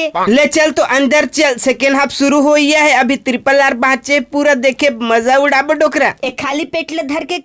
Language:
Chhattisgarhi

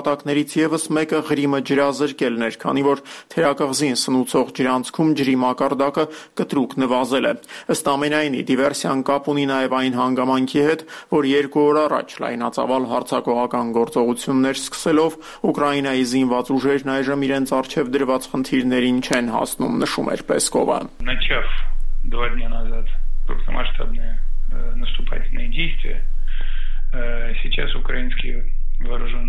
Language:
Armenian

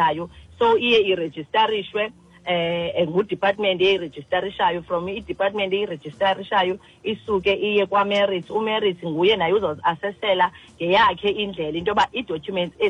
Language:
Xhosa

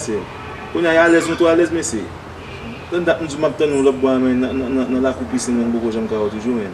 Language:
Haitian Creole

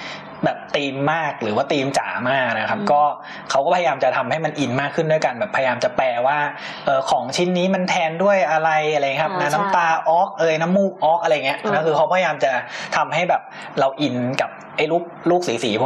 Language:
Thai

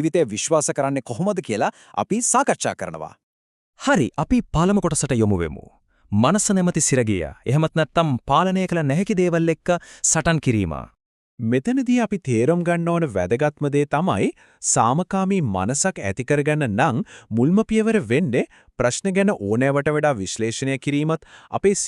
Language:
Sinhala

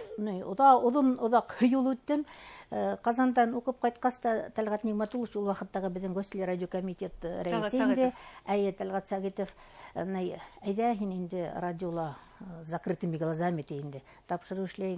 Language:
Bashkir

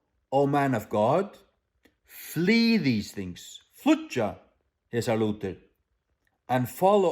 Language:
Faroese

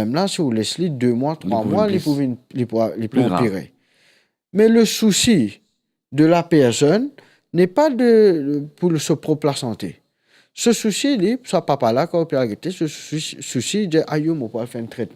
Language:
Morisyen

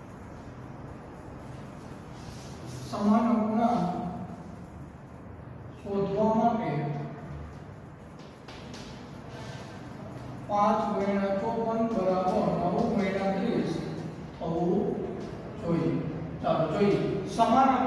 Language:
Gujarati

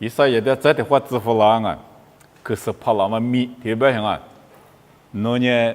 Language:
Lisu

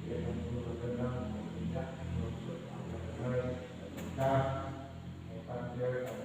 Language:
Central Mnong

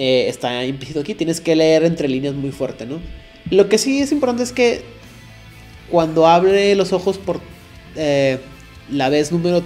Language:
Spanish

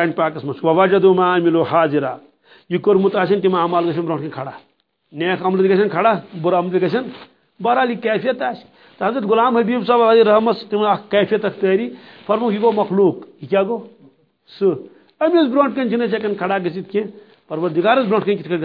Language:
Kashmiri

